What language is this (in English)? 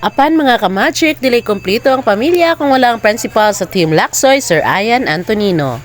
Cebuano